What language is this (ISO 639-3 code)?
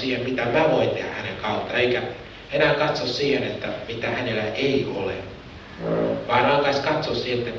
fin